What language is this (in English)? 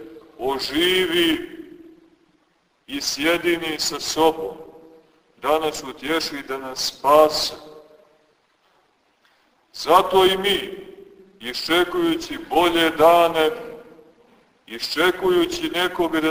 Serbian